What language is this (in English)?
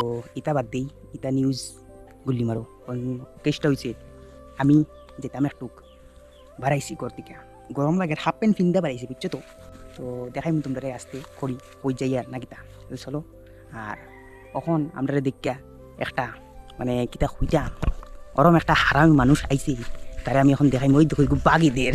Sylheti